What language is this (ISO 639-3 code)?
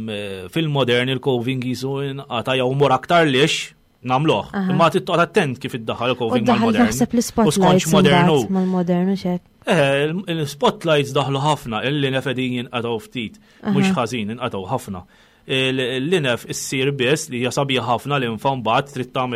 mlt